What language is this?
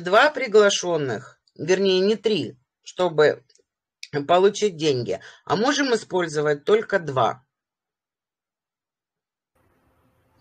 Russian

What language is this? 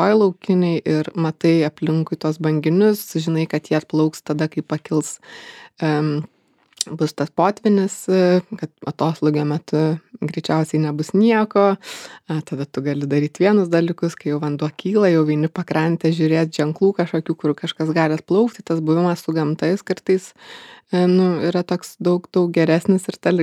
Lithuanian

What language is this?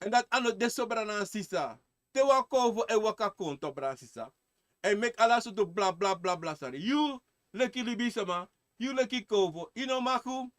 Sranan Tongo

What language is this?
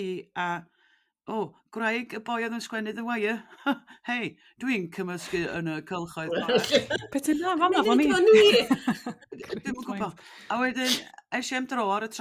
Welsh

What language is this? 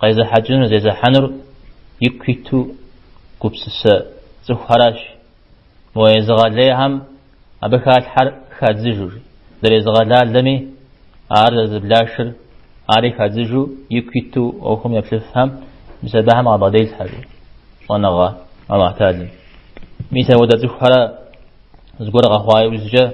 Kabardian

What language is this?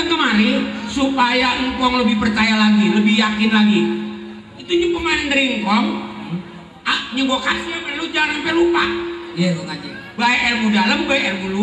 Betawi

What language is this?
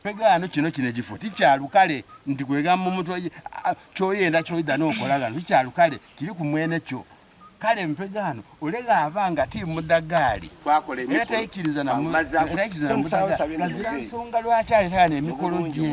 Soga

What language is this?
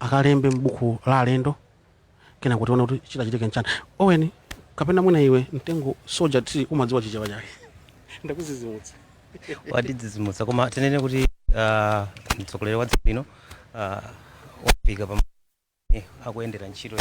Nyanja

